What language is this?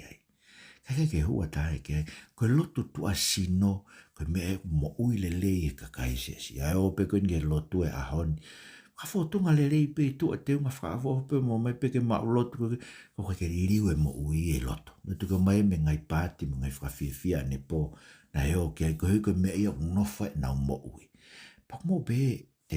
Tongan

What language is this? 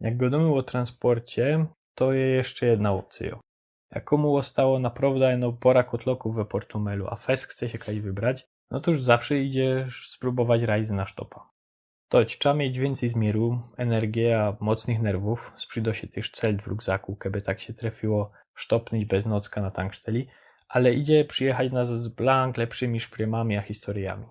Silesian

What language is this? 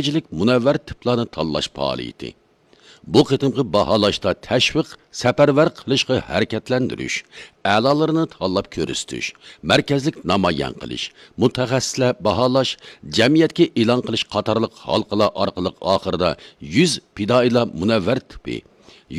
Uyghur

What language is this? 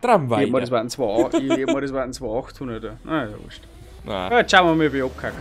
Bavarian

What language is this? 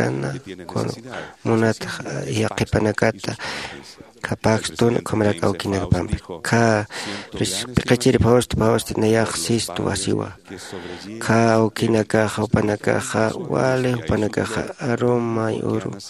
Aymara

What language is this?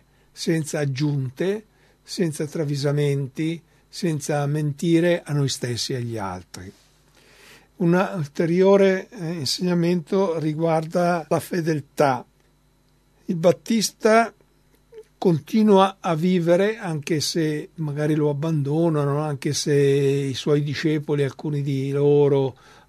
Italian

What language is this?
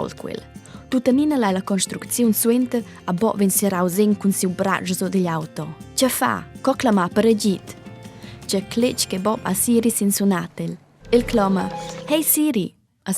Romansh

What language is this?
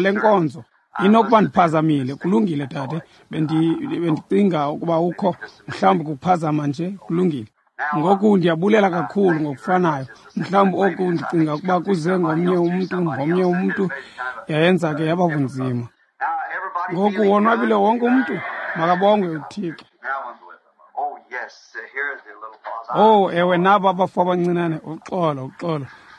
Xhosa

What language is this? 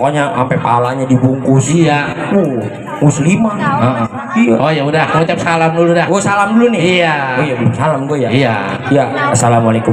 Betawi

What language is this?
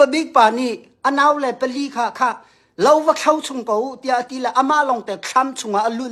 Hakha Chin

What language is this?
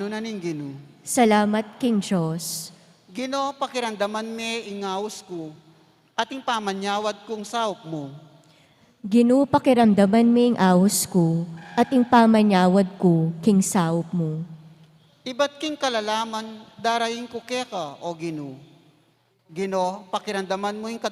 Pampanga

